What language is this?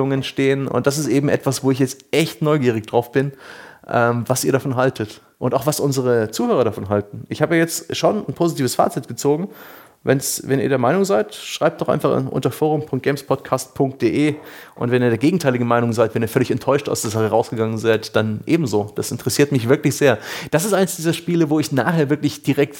German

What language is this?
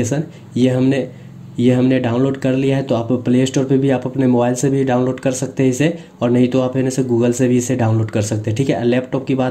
Hindi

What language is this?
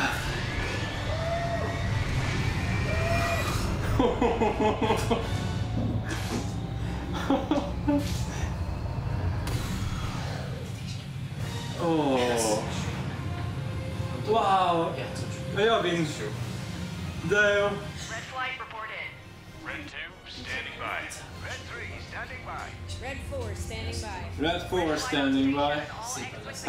Hungarian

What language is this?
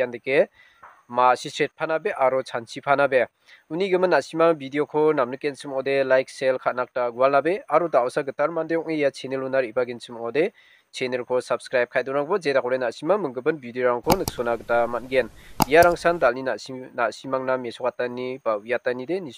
Garo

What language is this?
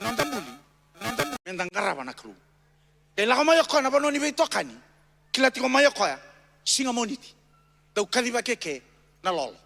Fijian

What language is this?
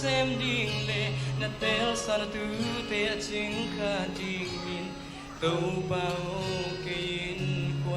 Tedim Chin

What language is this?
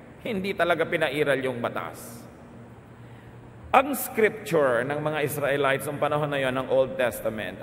Filipino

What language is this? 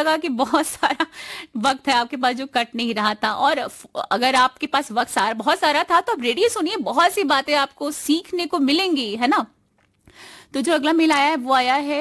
Hindi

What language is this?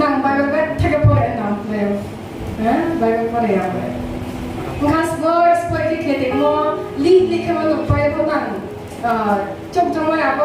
Riang (India)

